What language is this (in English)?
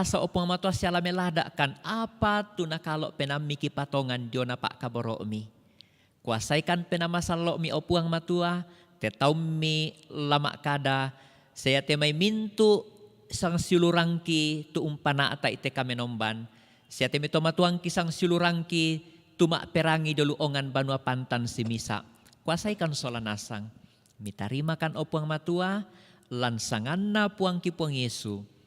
Toraja-Sa'dan